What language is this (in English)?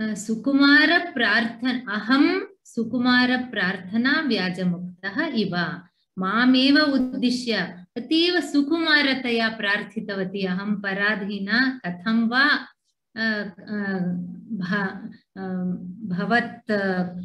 Sanskrit